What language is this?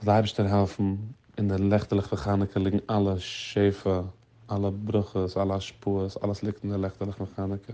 Yiddish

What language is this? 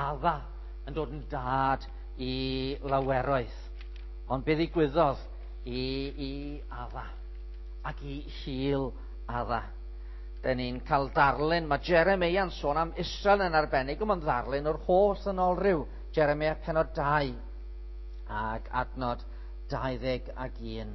Welsh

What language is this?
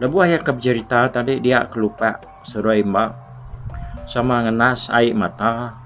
Iban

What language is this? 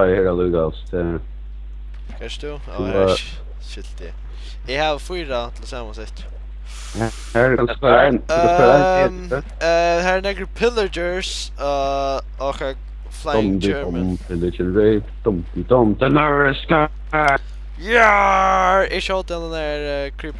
Faroese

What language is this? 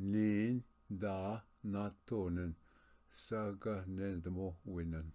Ojibwa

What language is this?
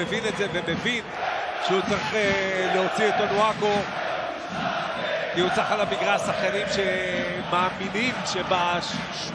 Hebrew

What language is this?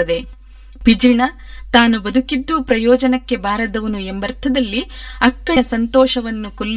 Kannada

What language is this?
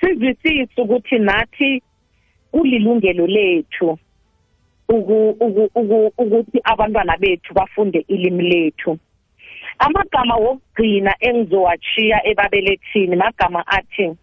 South Ndebele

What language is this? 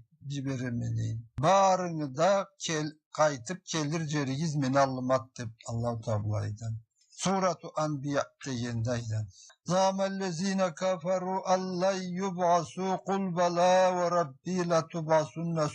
Karachay-Balkar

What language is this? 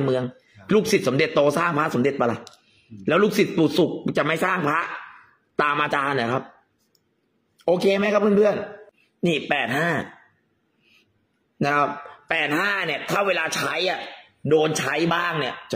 Thai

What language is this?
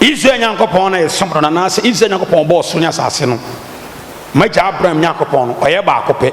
Akan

